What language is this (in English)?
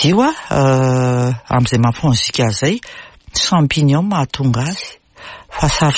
Malagasy